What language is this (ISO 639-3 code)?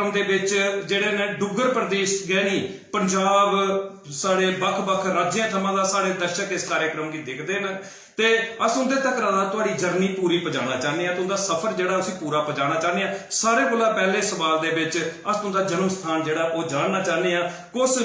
doi